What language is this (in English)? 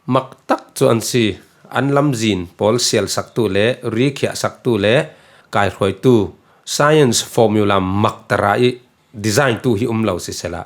Falam Chin